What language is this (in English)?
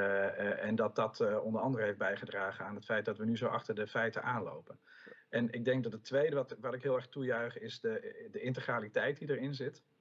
Dutch